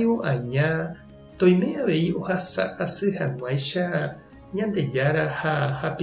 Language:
Guarani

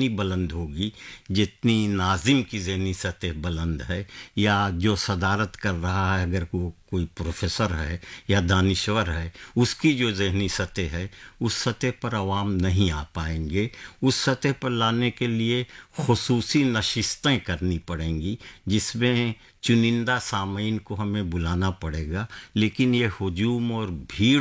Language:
Urdu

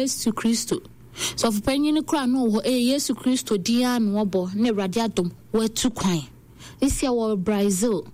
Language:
Akan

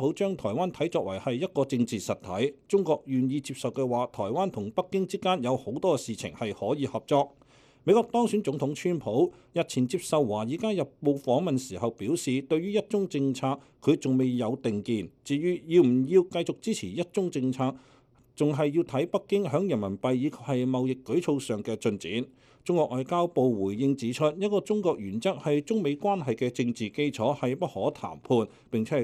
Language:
Cantonese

